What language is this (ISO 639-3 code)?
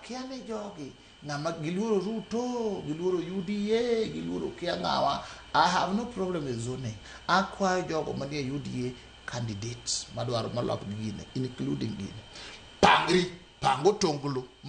luo